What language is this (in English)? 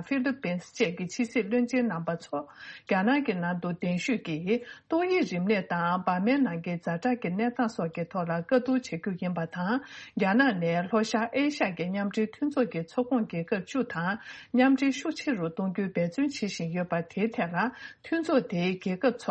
Tibetan